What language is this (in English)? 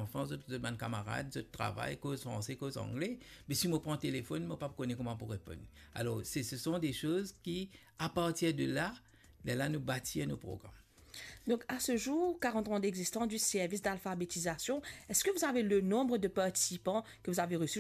Morisyen